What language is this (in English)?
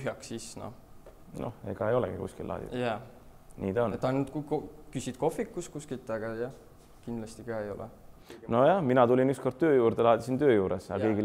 Estonian